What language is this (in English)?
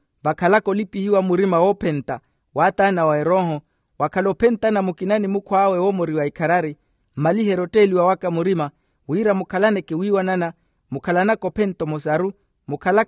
Makhuwa